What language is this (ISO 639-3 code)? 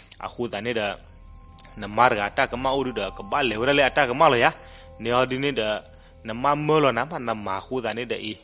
ksw